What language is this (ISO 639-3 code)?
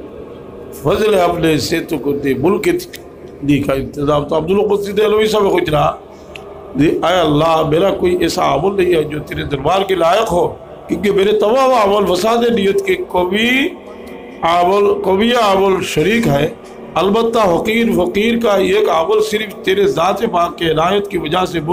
syl